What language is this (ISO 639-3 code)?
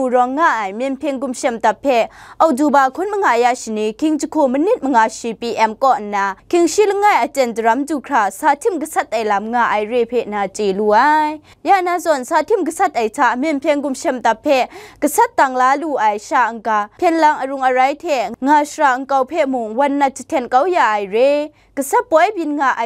kac